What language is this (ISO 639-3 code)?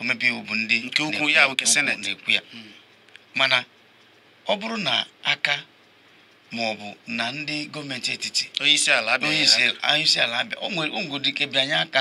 ibo